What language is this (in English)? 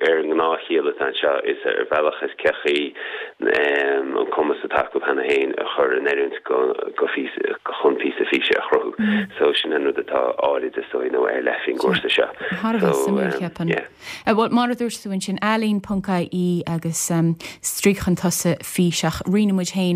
Irish